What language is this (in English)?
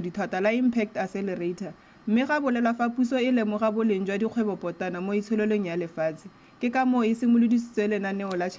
Tswana